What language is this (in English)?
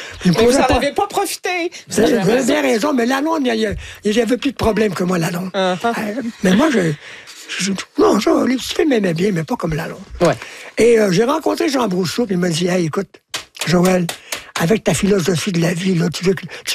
French